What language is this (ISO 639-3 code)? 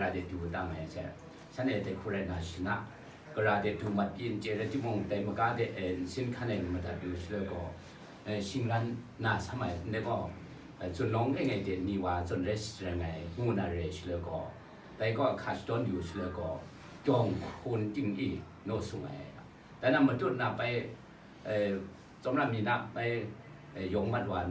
kac